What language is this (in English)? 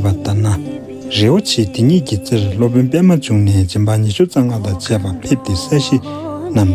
Tibetan